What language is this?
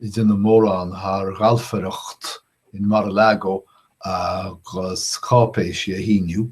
Irish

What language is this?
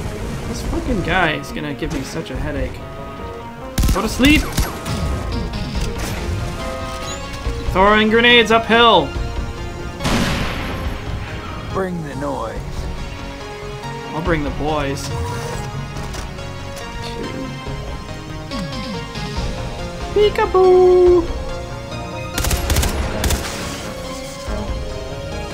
English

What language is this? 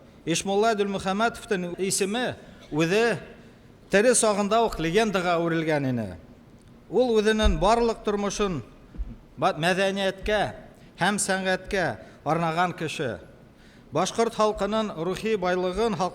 Bashkir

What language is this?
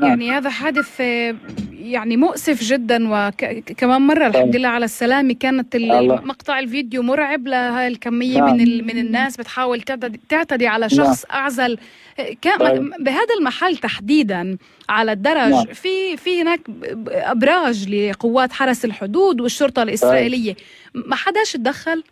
North Levantine Arabic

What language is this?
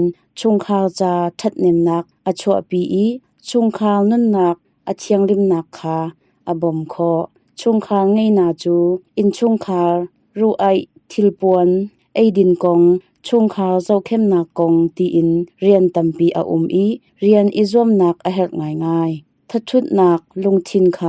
Hakha Chin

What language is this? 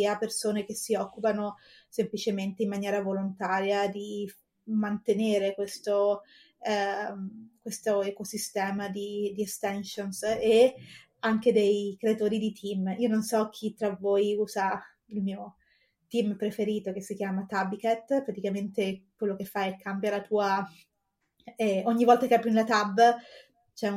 Italian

